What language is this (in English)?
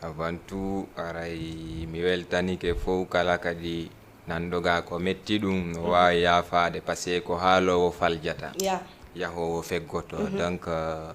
Fula